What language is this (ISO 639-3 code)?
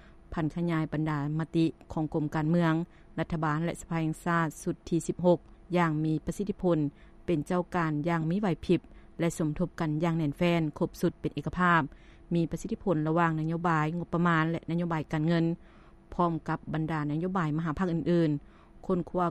lao